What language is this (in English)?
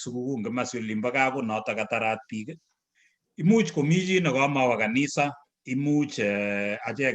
Kalenjin